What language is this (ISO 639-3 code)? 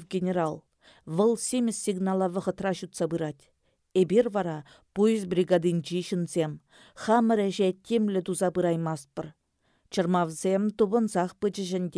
chv